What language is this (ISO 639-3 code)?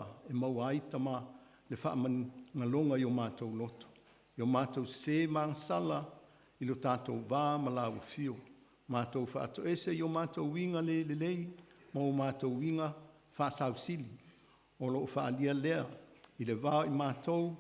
smo